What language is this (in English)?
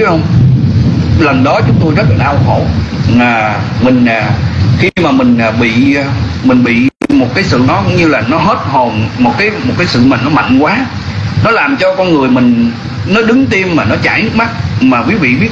Vietnamese